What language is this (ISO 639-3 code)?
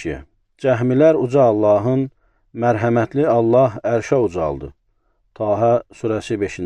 aze